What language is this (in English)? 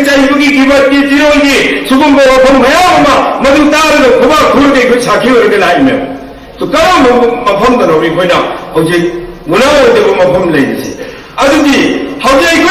Manipuri